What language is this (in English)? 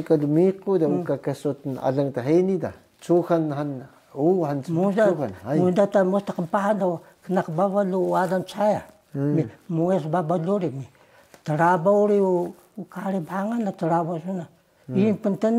Taroko